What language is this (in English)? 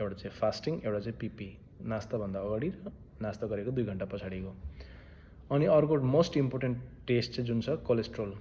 Nepali